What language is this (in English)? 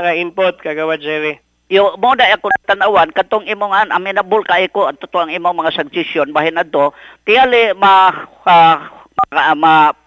Cebuano